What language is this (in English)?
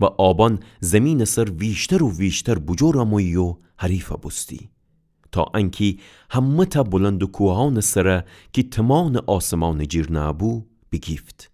Gilaki